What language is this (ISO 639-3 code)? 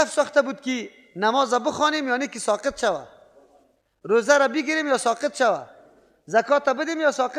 fas